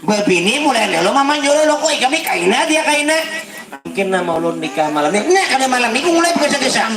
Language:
Banjar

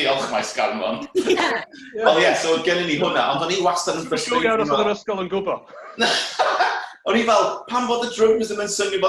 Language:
Welsh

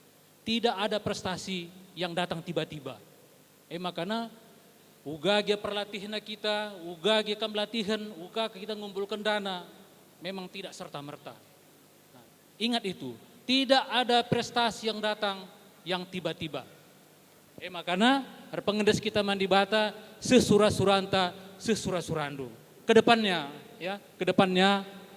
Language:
Batak Karo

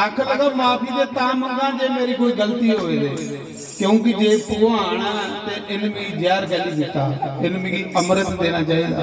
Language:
Dogri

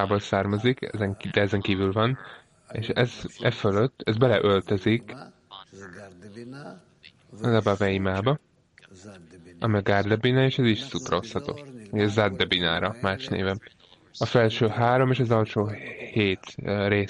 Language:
Hungarian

